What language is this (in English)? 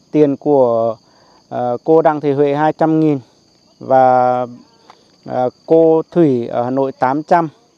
Vietnamese